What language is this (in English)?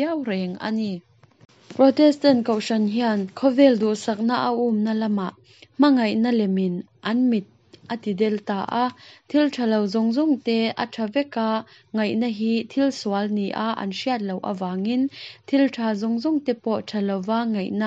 Mizo